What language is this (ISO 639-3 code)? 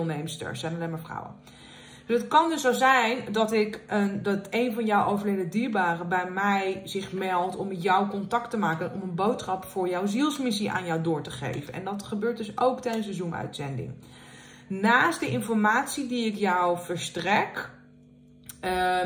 nld